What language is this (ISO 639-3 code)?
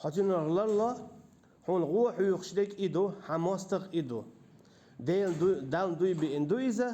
che